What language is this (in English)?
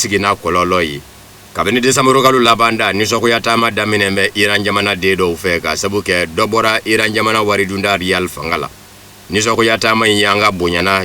Bambara